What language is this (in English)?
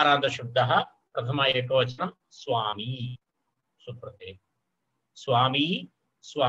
Sanskrit